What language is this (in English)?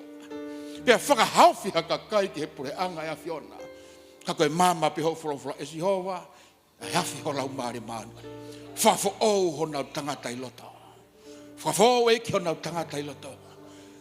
Tongan